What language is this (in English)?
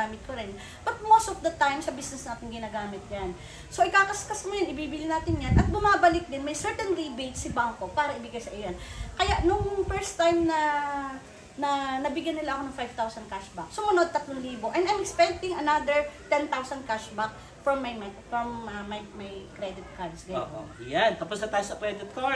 Filipino